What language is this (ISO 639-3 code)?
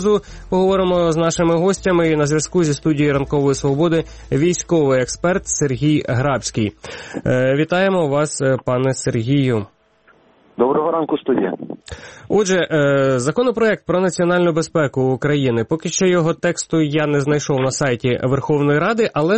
ukr